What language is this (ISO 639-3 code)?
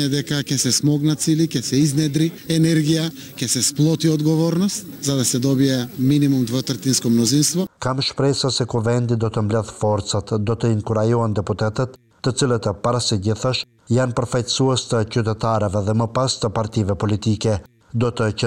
sqi